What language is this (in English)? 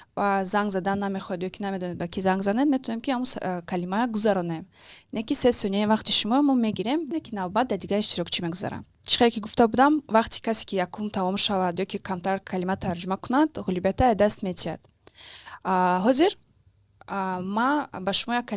Tajik